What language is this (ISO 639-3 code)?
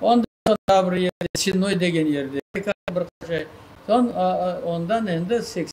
crh